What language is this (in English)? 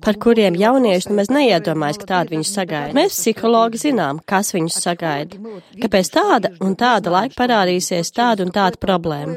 Latvian